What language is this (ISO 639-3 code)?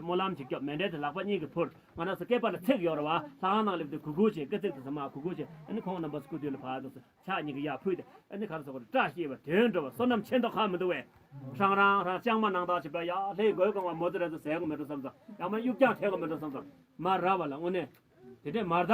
bod